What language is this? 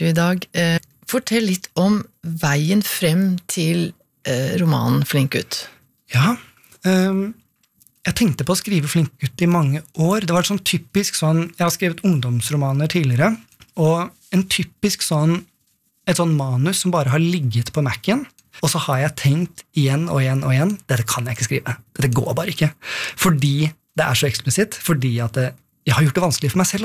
Norwegian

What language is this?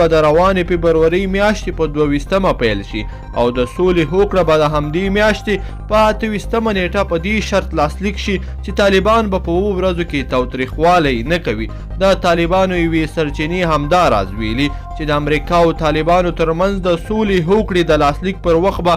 Pashto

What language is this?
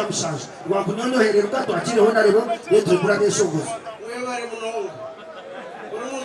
Nyankole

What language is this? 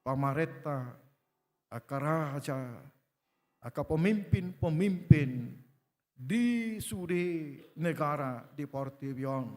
Batak Toba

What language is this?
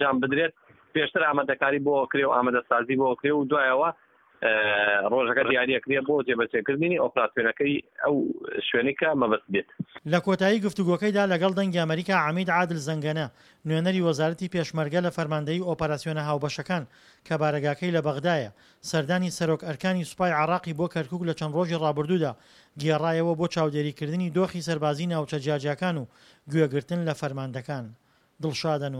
Central Kurdish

